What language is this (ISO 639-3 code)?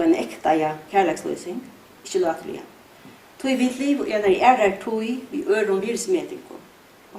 fao